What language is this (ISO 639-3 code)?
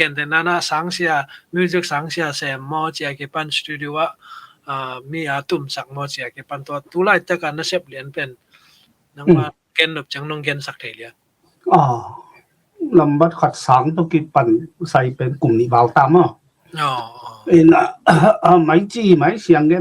ctd